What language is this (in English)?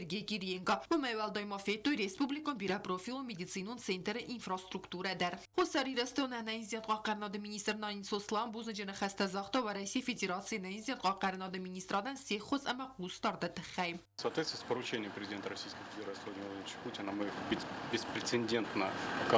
Ossetic